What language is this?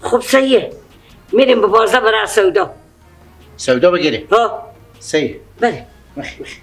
Persian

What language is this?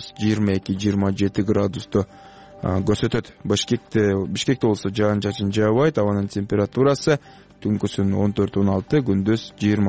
Kyrgyz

